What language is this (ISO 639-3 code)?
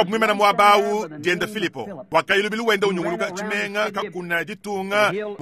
lua